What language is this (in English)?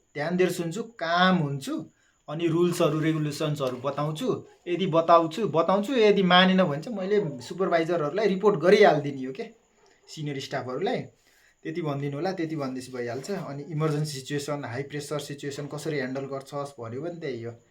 Nepali